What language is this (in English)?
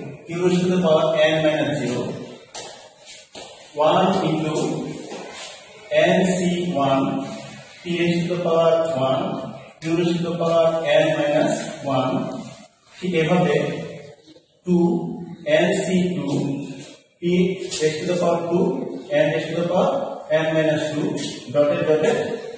Bangla